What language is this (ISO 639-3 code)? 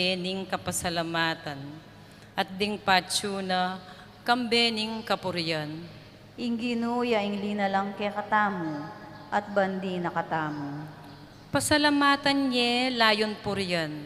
pam